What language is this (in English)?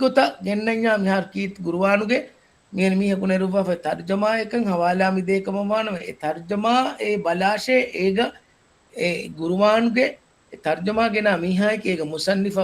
Divehi